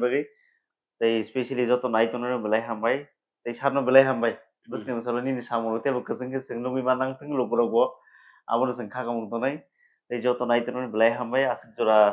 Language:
Kok Borok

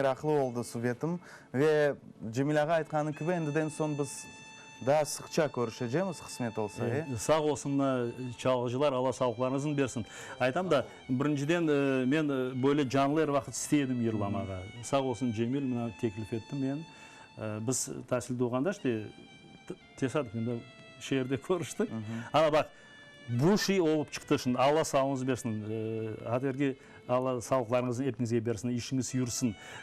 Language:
Crimean Tatar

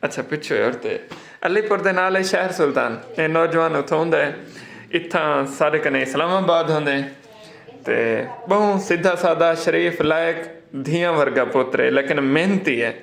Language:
Saraiki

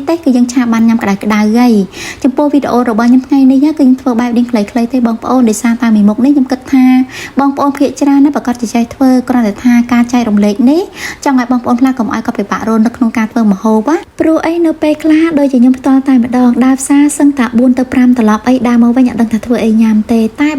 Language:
Khmer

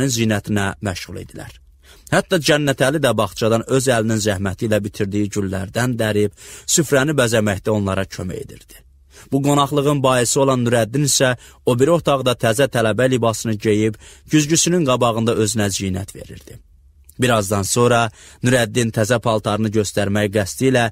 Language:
Azerbaijani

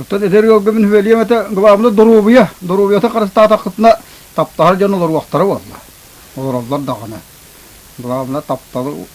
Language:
Yakut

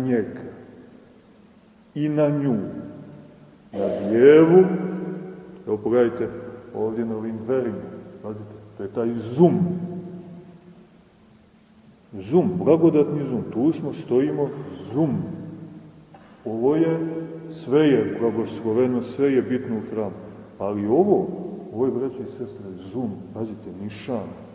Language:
Serbian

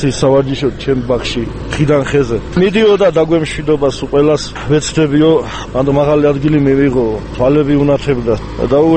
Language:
Georgian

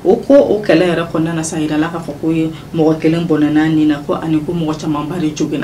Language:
Bambara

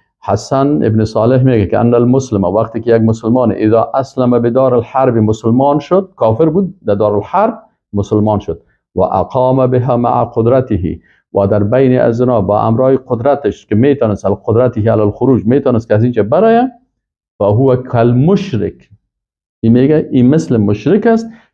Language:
Persian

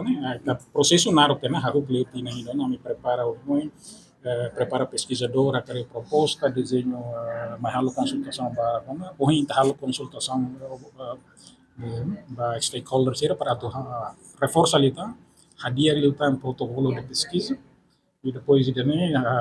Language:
Tetum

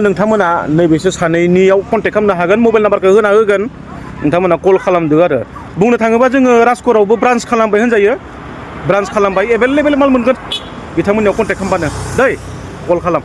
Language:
Bodo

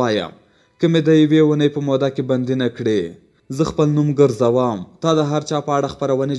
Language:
Pashto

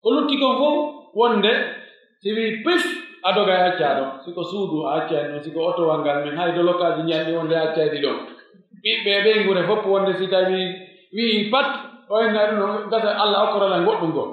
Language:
Pular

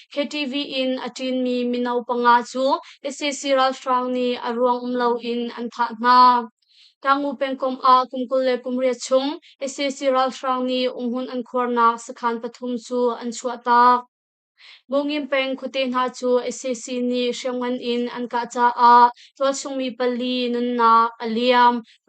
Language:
Hakha Chin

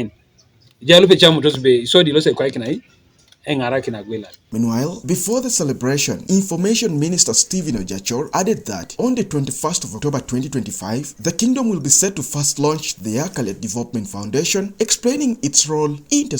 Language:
Teso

